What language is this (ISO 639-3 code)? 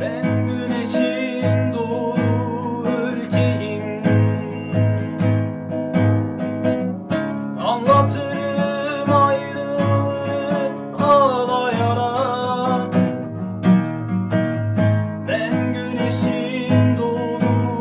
tur